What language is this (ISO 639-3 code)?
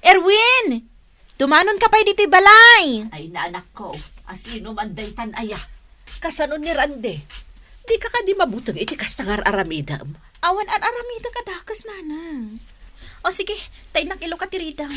ilo